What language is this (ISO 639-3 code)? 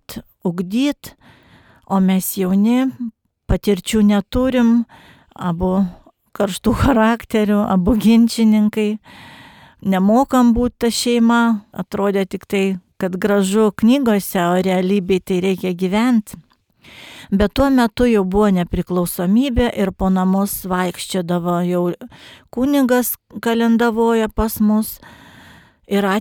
lit